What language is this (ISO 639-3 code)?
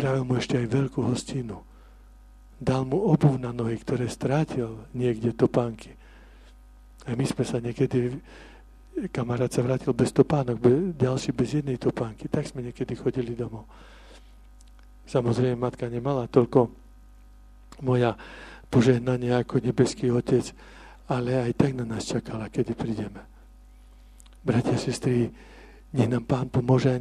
slk